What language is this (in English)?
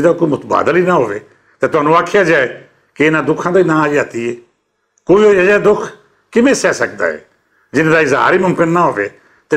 Western Panjabi